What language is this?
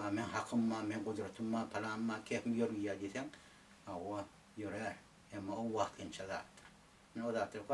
Turkmen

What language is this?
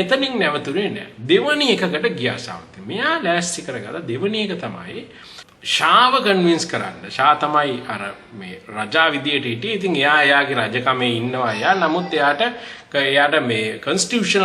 Sinhala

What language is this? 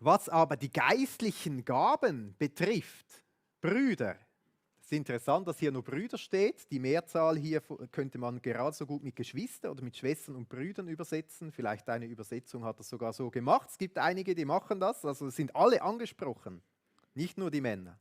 Swiss German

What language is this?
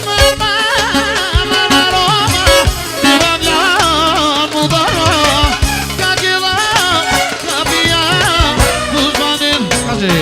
Romany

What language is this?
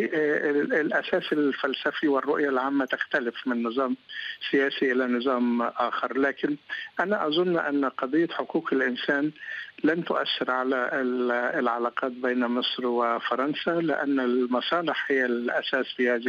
Arabic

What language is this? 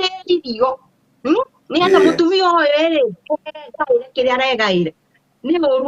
Kikuyu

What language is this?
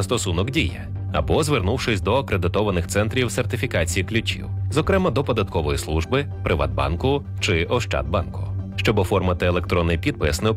Ukrainian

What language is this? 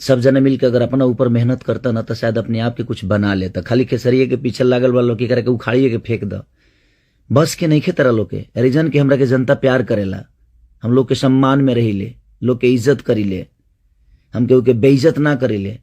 Bhojpuri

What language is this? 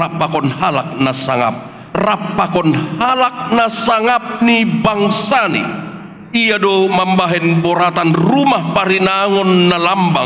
Batak Simalungun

